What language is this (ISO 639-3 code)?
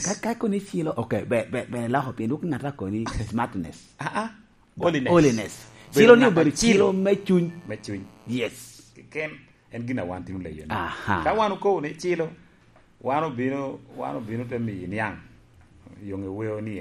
laj